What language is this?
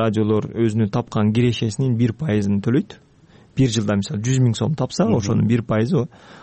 Kyrgyz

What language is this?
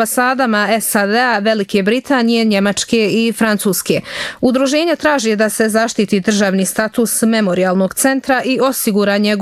Bosnian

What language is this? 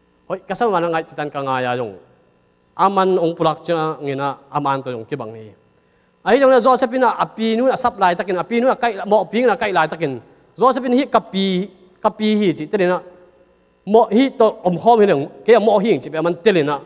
Tedim Chin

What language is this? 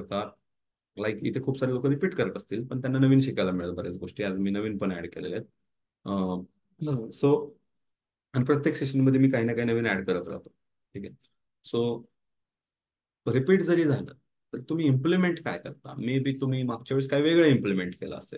Marathi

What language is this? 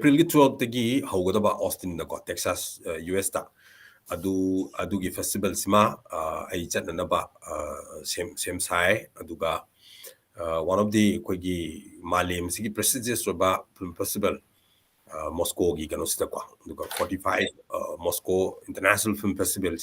Manipuri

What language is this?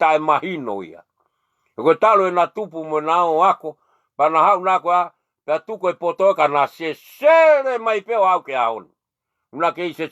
Tongan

